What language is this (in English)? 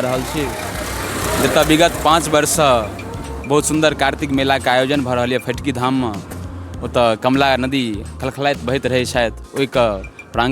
Maithili